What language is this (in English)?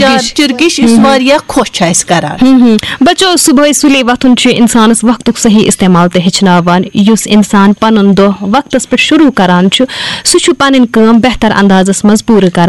Kashmiri